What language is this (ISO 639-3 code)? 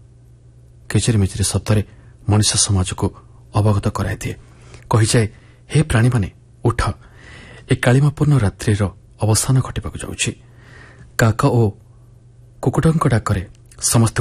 ori